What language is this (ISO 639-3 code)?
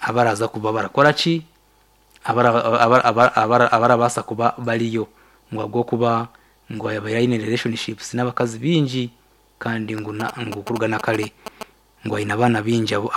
nyn